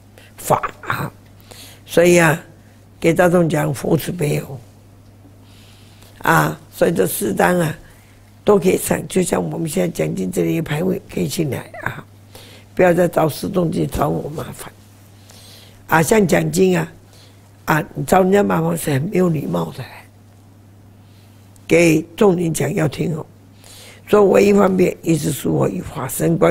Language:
Chinese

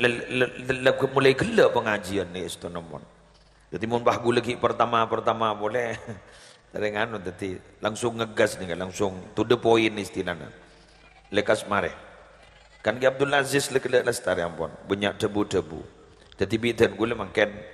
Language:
Madurese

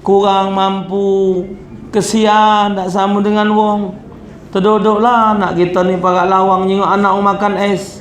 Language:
Musi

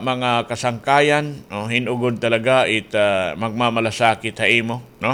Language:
Waray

